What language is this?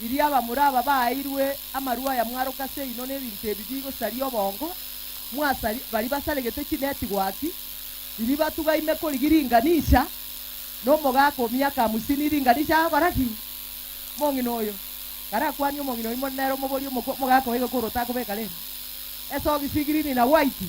Gusii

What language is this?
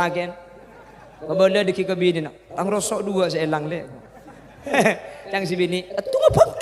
Madurese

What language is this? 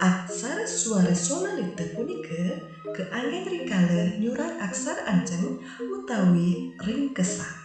Balinese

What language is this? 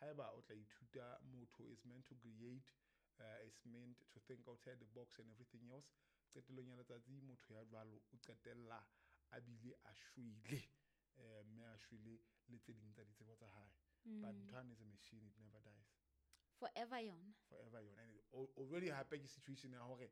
Southern Sotho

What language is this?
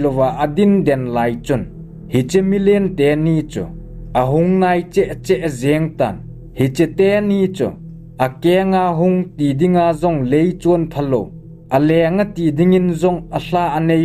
Thado Chin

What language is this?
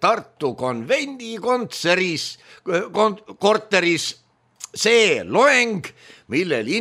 Estonian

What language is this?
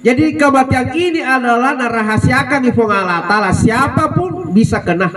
Buginese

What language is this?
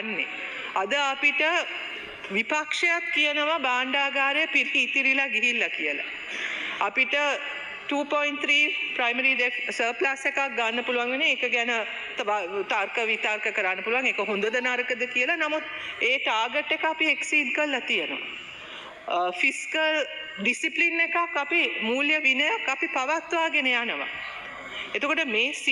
Sinhala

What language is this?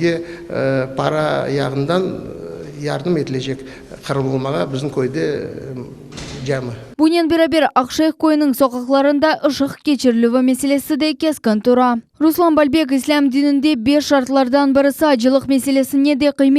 Crimean Tatar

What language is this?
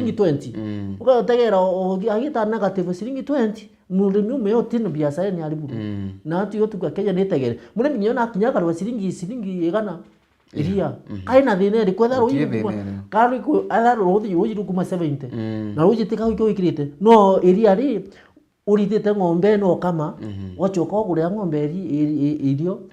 Meru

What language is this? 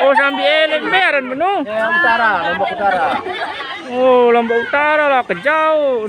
Sasak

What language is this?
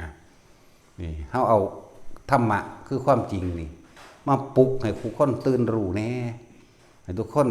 Northeastern Thai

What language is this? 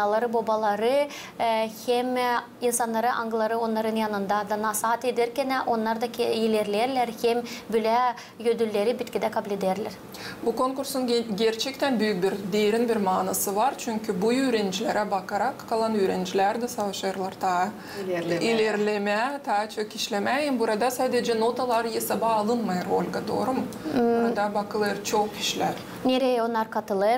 Gagauz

